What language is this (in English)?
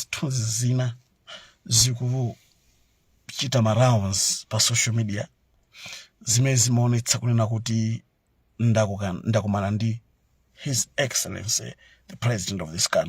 Nyanja